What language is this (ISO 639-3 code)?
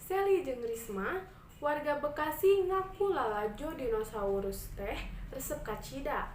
sun